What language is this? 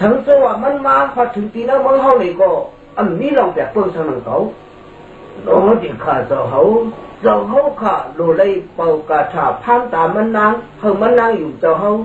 Shan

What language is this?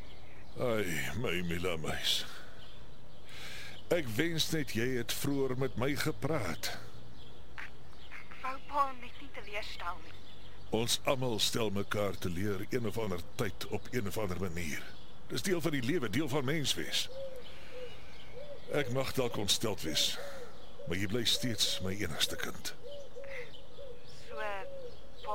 Afrikaans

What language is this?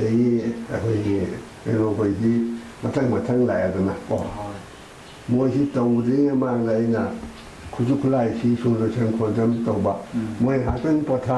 Manipuri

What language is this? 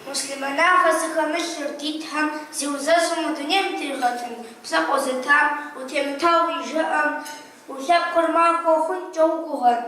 Kabardian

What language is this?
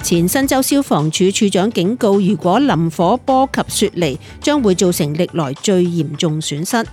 Cantonese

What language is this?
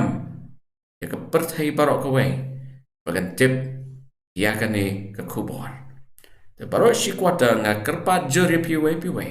Khasi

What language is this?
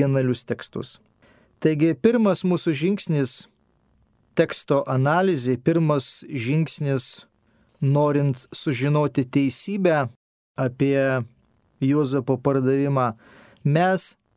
Lithuanian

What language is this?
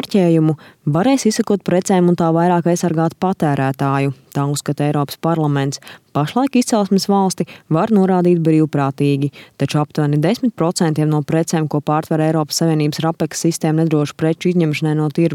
Latvian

